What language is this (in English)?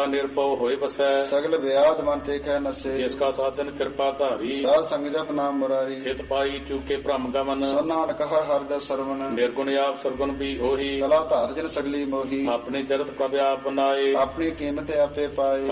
Punjabi